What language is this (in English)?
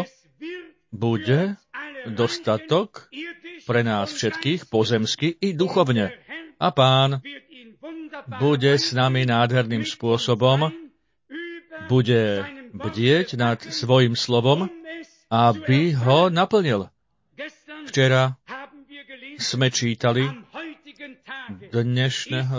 Slovak